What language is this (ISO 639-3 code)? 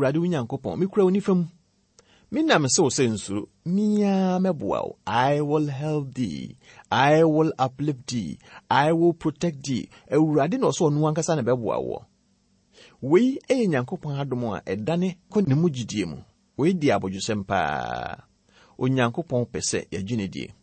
aka